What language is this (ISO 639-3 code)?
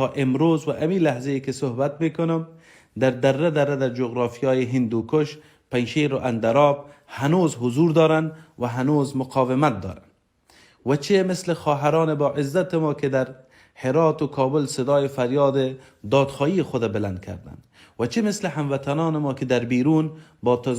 fas